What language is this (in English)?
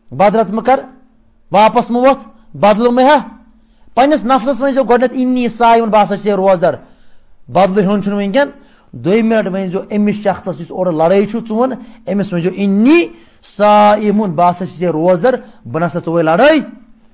Kashmiri